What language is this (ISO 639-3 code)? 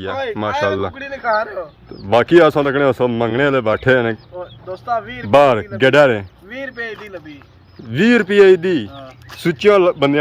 phr